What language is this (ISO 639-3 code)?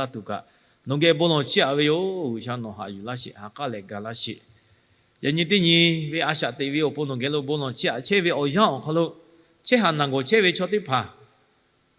lhu